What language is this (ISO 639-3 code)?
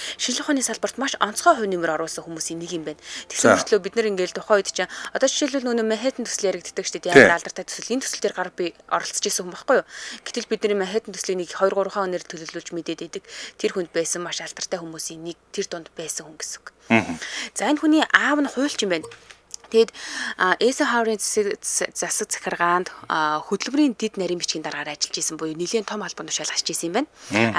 mon